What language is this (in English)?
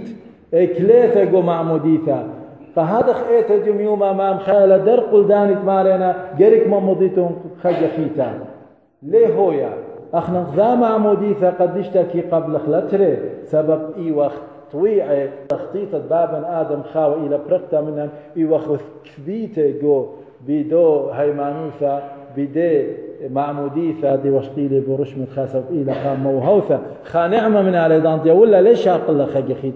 Assyrian Neo-Aramaic